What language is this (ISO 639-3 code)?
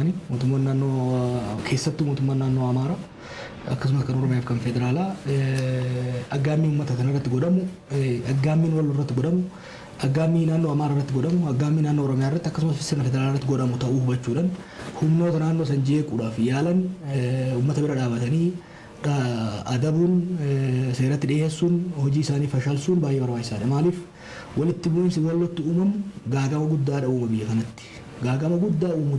orm